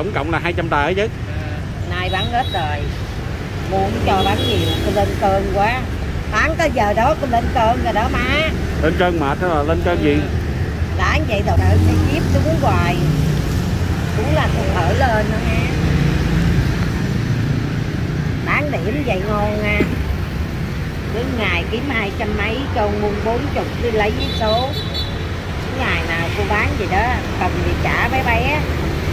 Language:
Vietnamese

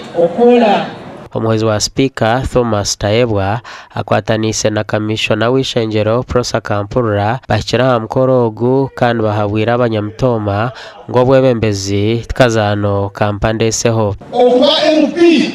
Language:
Nyankole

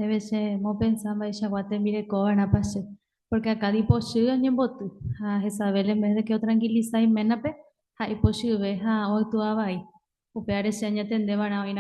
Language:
Guarani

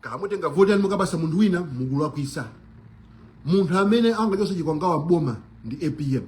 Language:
Nyanja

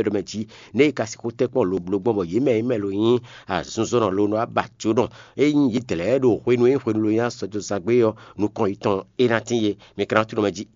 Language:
Fon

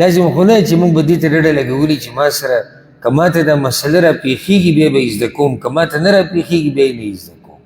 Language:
Pashto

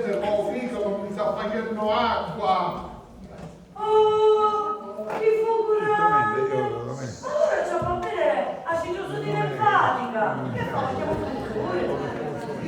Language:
Sicilian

